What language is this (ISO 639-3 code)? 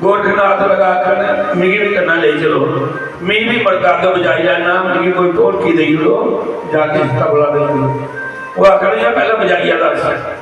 doi